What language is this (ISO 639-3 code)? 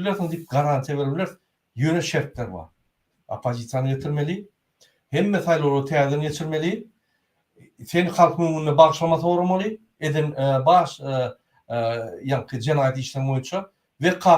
tuk